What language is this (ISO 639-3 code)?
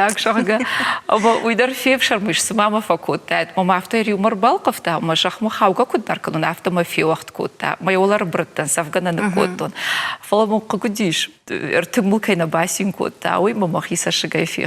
oss